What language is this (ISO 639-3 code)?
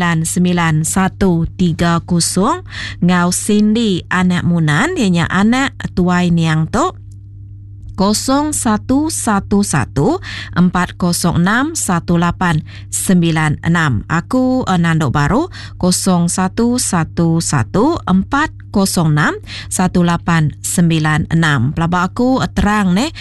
iba